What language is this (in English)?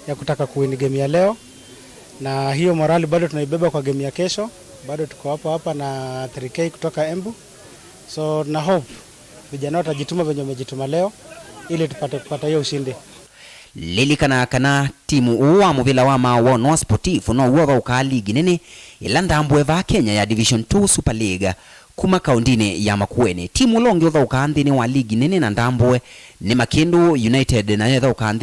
Kamba